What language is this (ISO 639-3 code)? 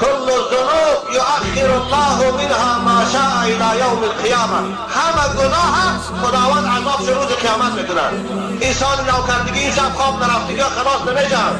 tgk